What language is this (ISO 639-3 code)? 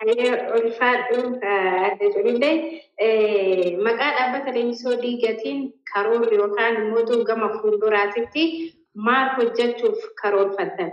orm